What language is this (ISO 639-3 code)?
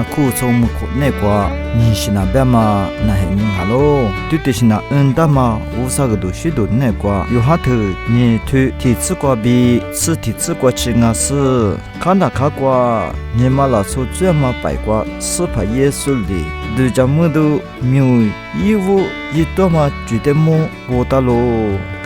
lis